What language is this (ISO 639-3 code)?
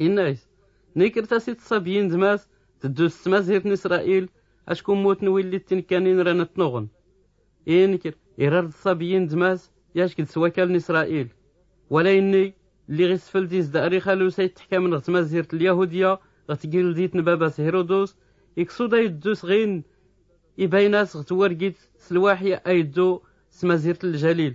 shi